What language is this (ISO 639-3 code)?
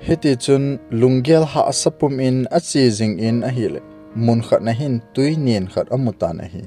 tcz